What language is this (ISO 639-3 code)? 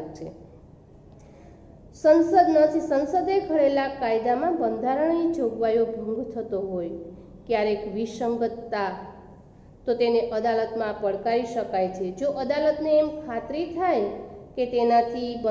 guj